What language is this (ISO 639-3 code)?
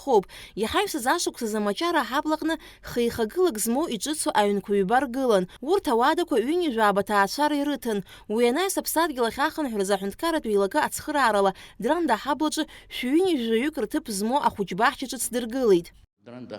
abk